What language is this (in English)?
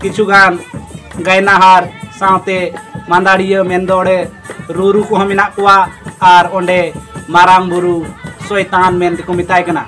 Santali